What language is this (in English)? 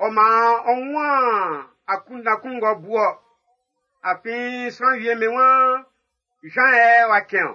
Baoulé